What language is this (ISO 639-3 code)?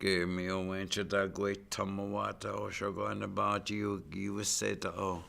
ciw